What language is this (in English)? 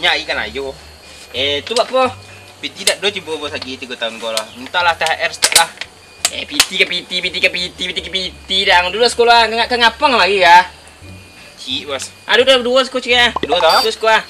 Minangkabau